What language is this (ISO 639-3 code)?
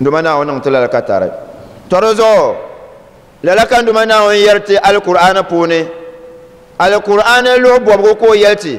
dag